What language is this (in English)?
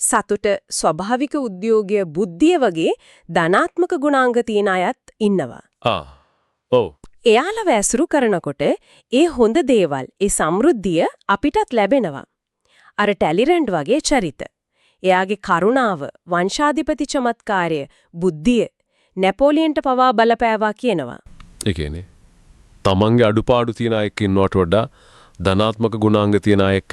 Sinhala